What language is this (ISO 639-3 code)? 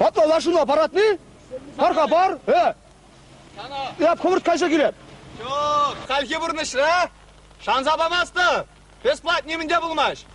chv